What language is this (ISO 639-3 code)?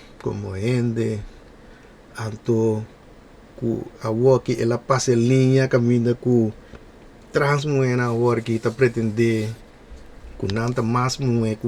pap